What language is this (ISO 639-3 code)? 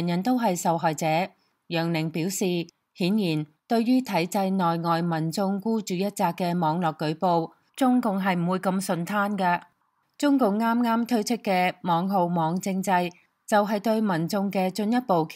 yue